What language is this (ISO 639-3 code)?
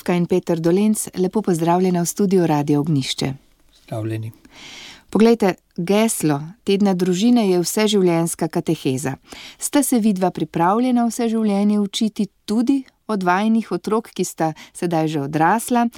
slv